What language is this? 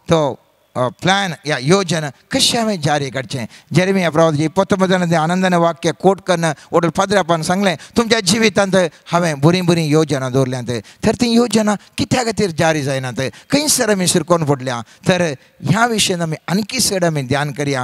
Konkani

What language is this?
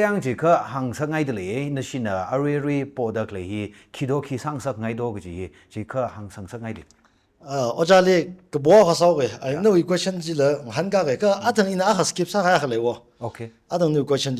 Tangkhul Naga (India)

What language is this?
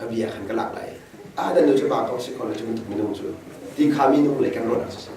Hakha Chin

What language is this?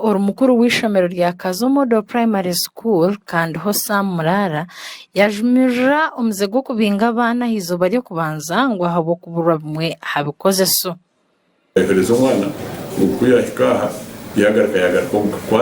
Nyankole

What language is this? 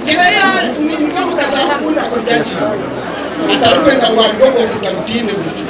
Nyankole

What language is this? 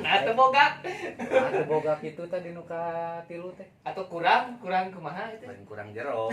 Sundanese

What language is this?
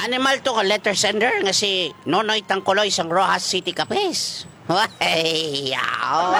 Hiligaynon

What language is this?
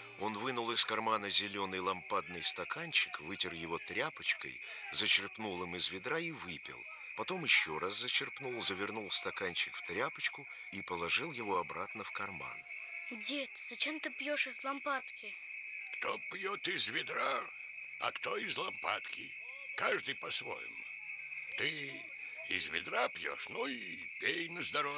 Russian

